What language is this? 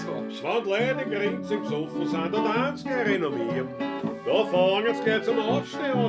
Bavarian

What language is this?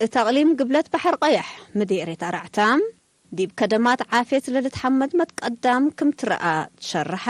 Tigre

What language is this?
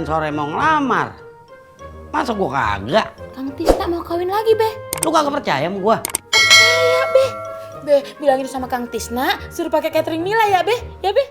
Betawi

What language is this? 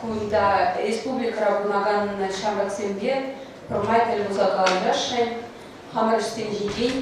Chuvash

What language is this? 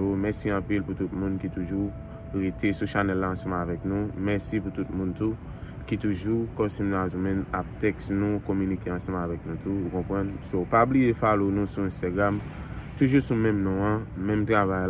Haitian Creole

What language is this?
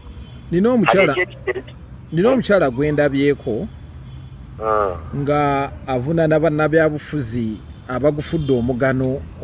Ganda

